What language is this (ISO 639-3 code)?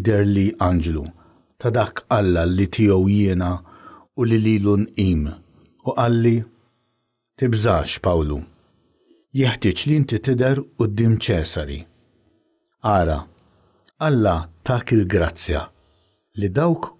mlt